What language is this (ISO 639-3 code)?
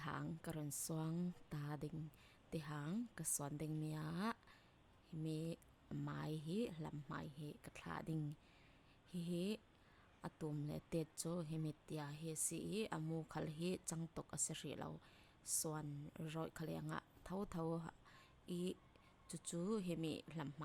cfm